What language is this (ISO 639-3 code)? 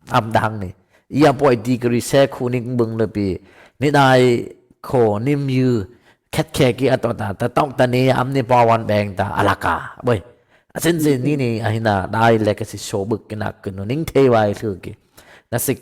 dis